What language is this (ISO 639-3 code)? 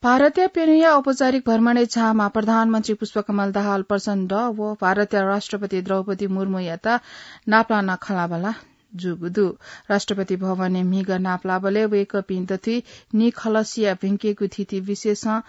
new